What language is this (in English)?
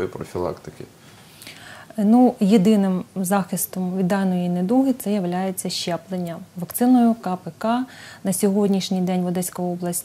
Ukrainian